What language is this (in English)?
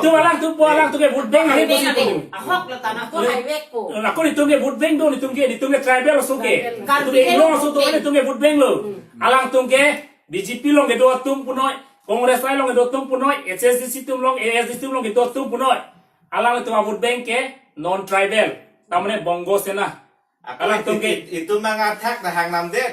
Karbi